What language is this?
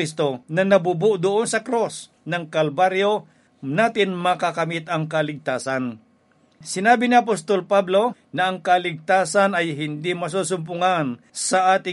Filipino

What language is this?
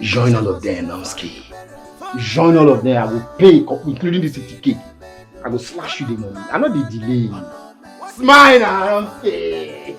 Nigerian Pidgin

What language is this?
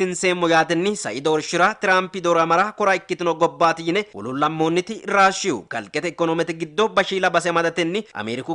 Sidamo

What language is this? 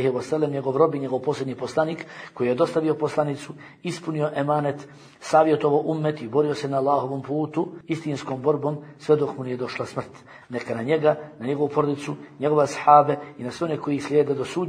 Bosnian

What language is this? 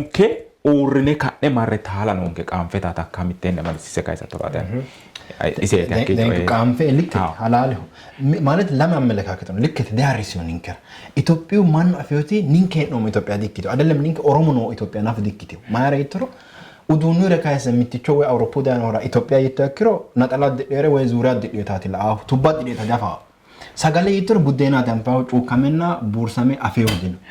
Sidamo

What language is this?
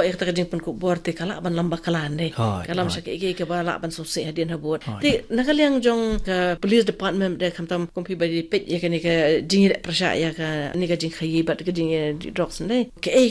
Khasi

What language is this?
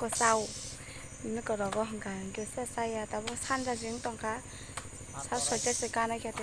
Kok Borok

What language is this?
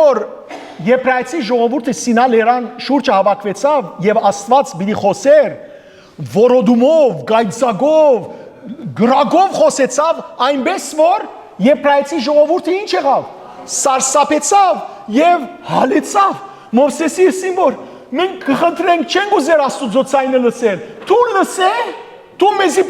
Western Armenian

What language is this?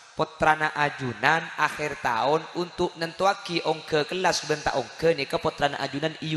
Madurese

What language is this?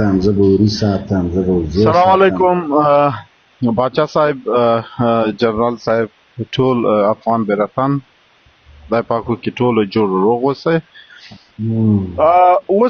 Pashto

